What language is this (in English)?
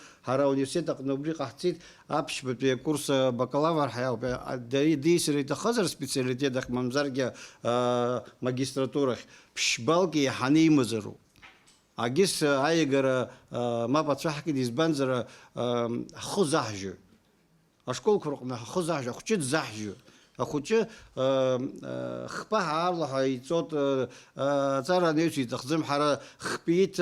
Abkhazian